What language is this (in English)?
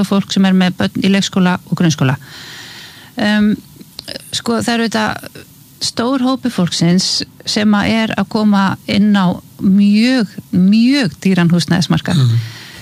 Icelandic